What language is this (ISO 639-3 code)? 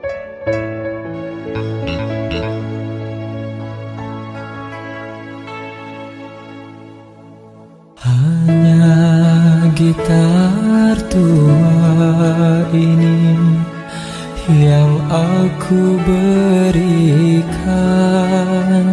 msa